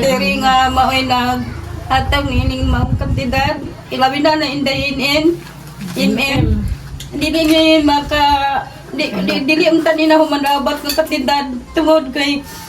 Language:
Cebuano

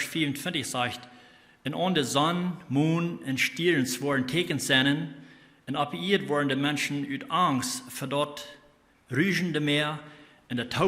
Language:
Plautdietsch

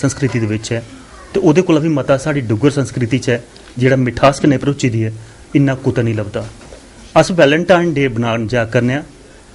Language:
Dogri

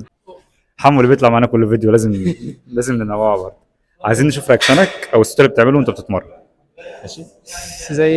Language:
Egyptian Arabic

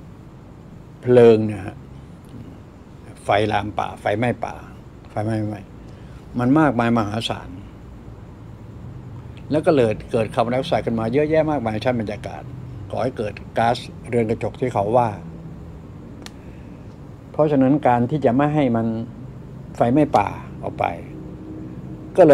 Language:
Thai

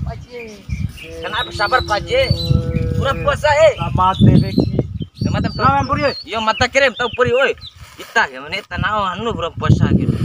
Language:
Bima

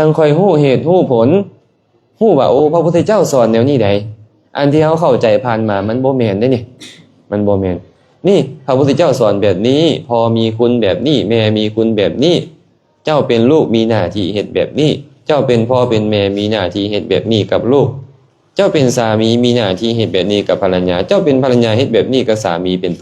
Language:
Lao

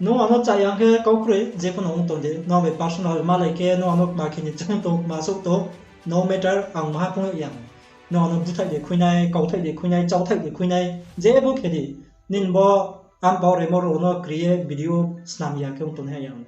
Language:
Riang (India)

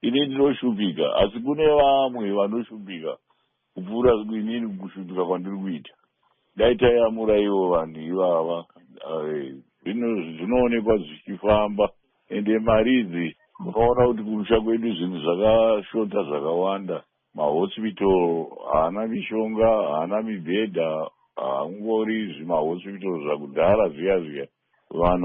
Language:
Shona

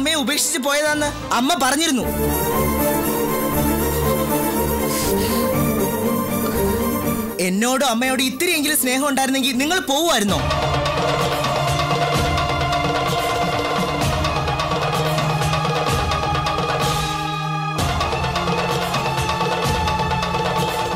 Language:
Malayalam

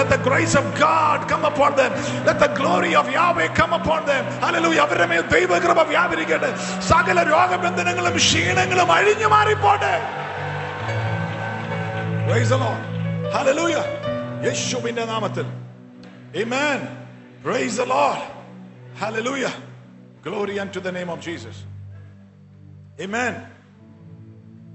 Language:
Malayalam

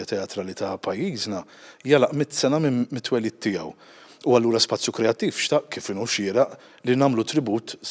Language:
Maltese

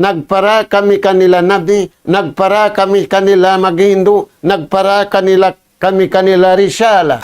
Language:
Tausug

